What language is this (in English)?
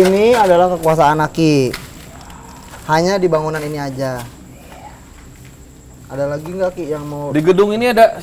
Indonesian